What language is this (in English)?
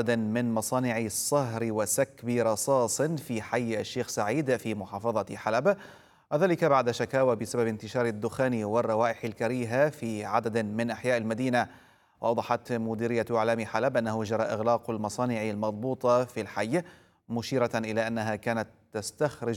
Arabic